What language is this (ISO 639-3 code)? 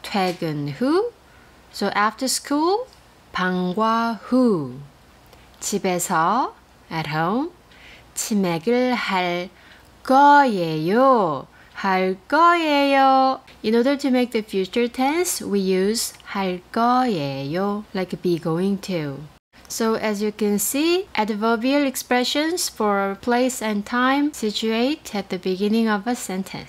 kor